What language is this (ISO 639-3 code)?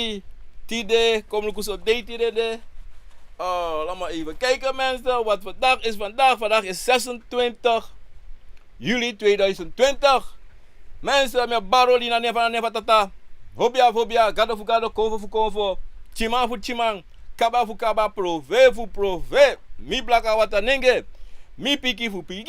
srn